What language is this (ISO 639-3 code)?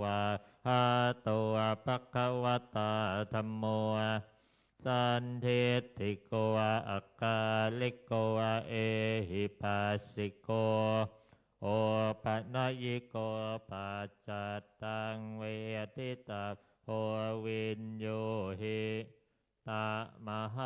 pli